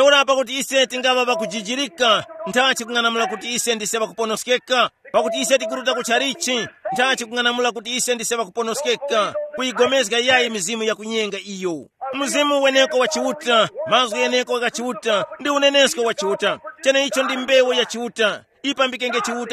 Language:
Tumbuka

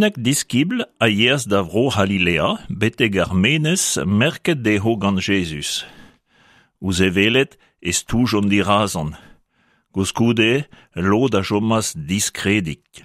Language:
Breton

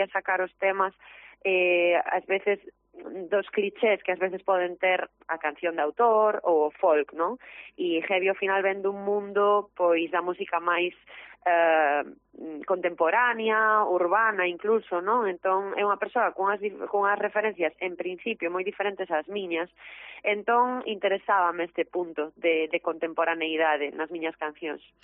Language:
Galician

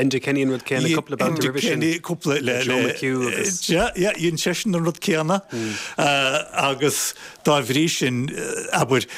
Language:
Irish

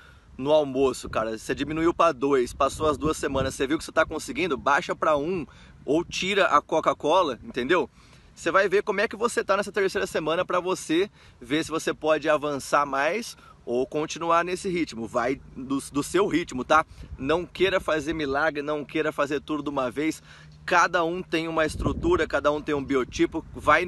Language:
Portuguese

